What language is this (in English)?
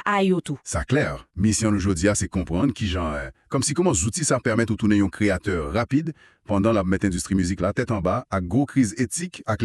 Haitian Creole